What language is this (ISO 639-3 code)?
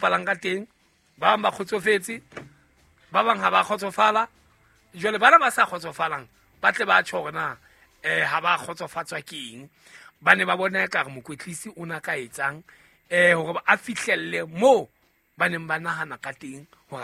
sot